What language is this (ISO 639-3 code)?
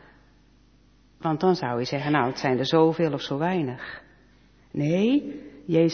nld